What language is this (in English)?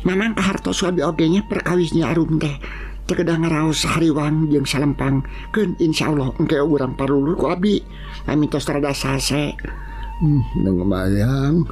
Sundanese